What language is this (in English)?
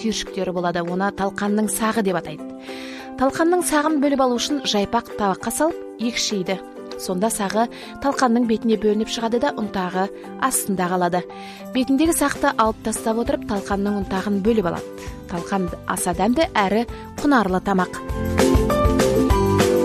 Kazakh